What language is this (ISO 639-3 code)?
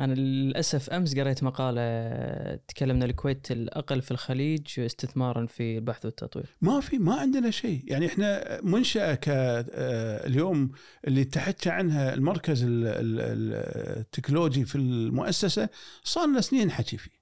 afb